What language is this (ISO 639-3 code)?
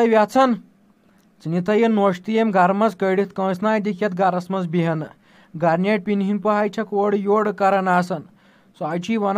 kas